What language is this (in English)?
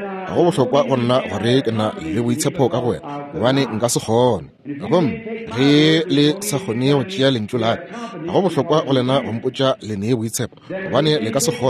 Northern Sotho